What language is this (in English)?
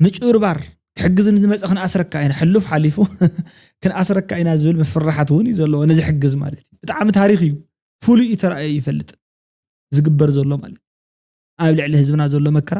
Tigrinya